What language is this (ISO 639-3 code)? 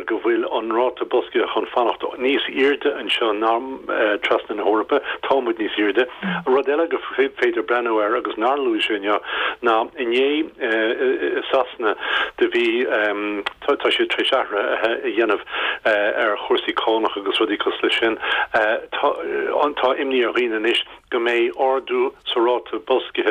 gle